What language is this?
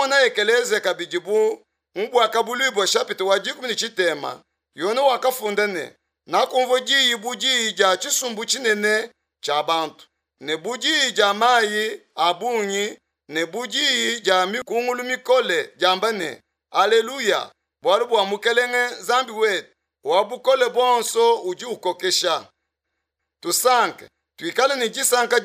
Luba-Lulua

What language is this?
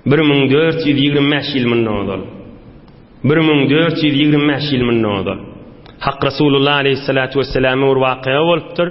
Turkmen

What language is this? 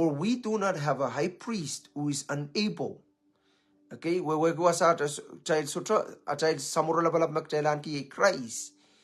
Pohnpeian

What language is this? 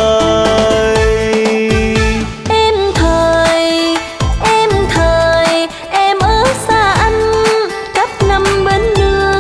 Vietnamese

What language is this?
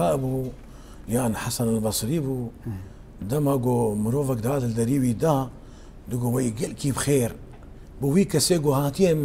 Kurdish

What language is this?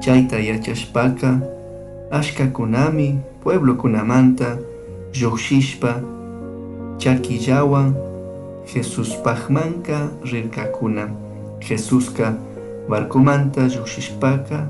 Chimborazo Highland Quichua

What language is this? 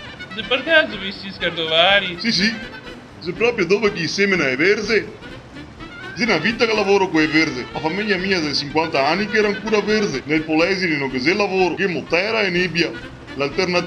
Venetian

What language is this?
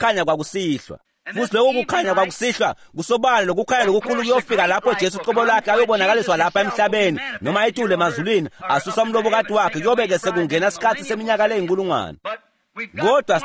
Swati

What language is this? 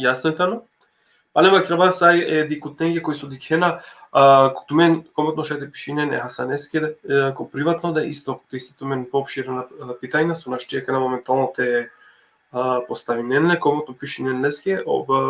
Balkan Romani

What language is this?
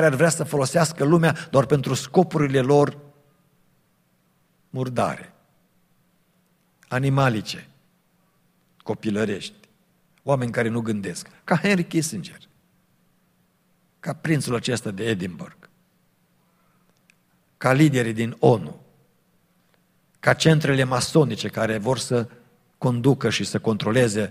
Romanian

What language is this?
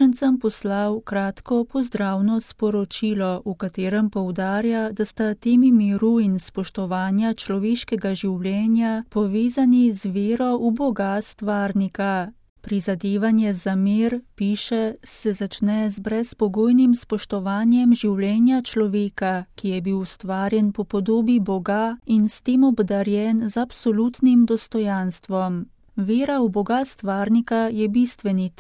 Slovenian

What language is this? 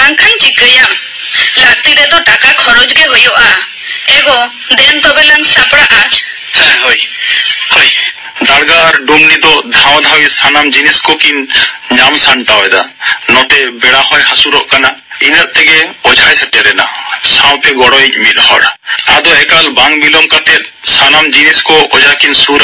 Santali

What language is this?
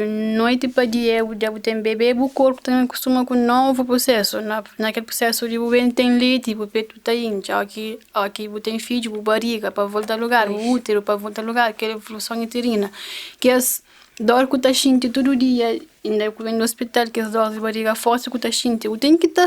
Kabuverdianu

